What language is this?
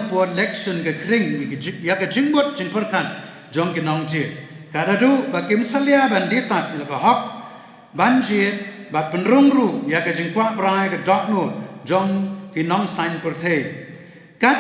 Khasi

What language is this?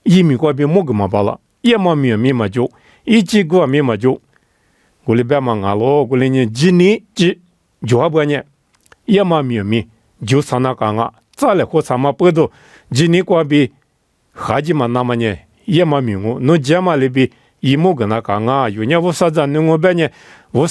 Lisu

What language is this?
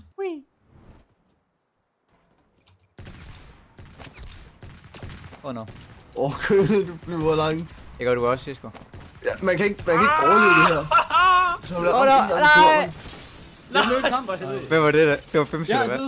Danish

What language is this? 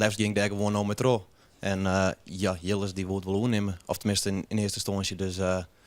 Western Frisian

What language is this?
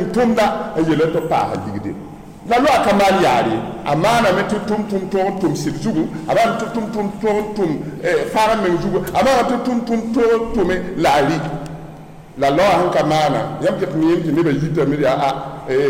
Mossi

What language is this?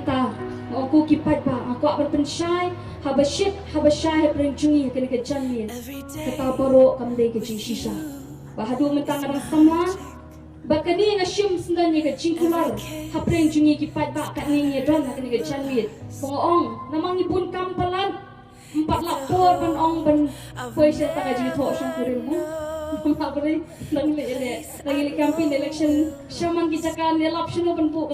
Khasi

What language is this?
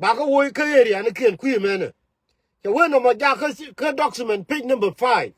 Nuer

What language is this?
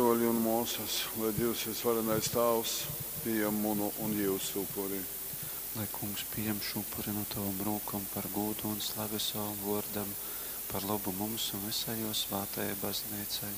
Latgalian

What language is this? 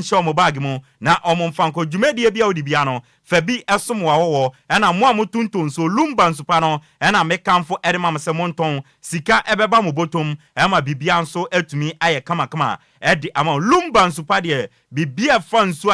Akan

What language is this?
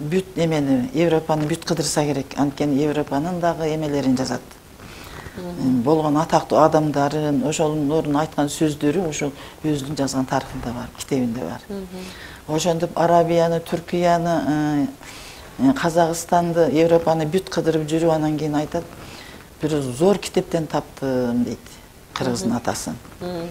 Kyrgyz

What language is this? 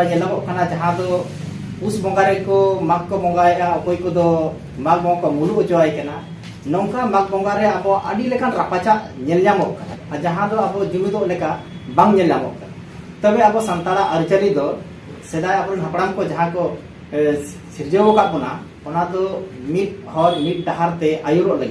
Santali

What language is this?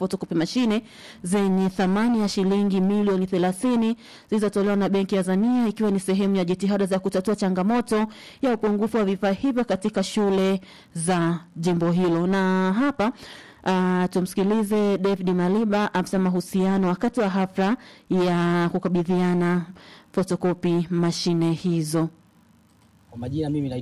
Swahili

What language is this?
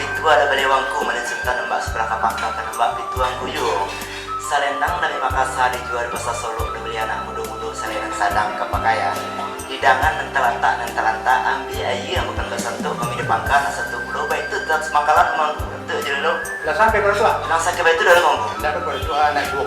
Minangkabau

